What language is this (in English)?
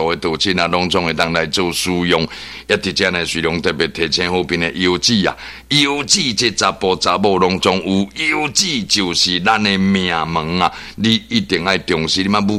Min Nan Chinese